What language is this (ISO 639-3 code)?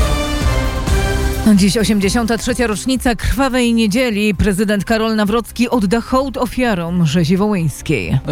pol